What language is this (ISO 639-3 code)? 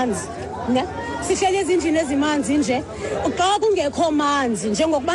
xho